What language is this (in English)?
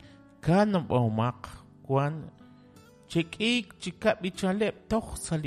Kekchí